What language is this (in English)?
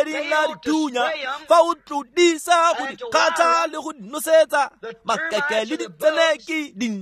Tswana